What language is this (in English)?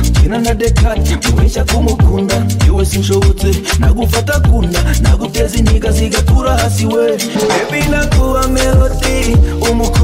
Kinyarwanda